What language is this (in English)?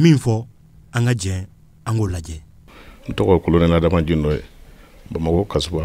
Bambara